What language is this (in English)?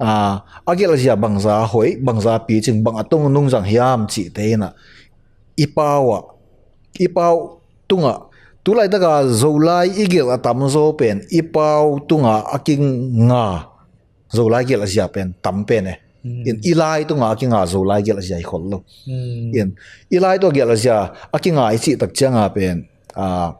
Tedim Chin